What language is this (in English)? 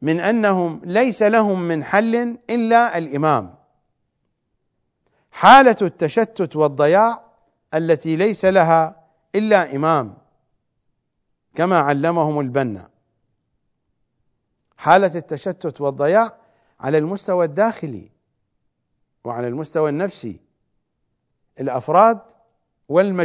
Arabic